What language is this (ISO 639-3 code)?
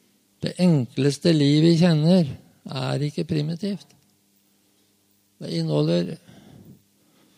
nor